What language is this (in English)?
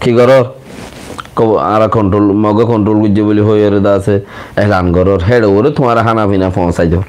Rohingya